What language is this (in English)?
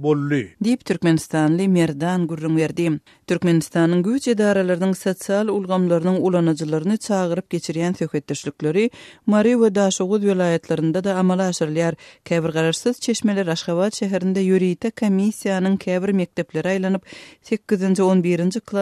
Turkmen